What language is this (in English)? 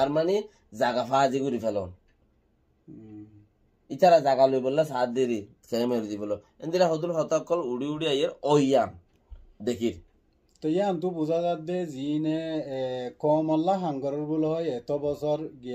Rohingya